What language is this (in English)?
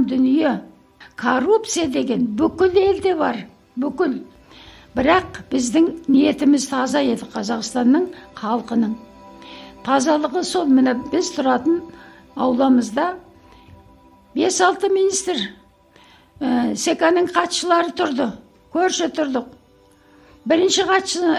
Kazakh